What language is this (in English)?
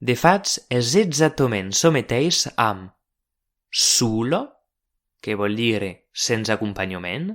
Occitan